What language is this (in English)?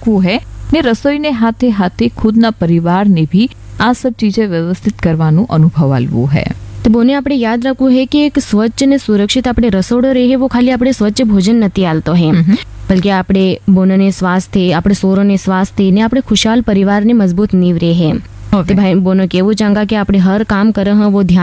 Gujarati